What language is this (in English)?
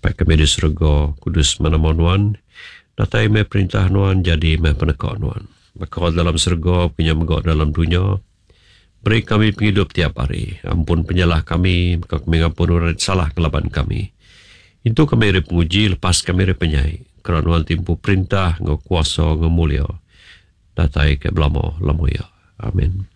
Iban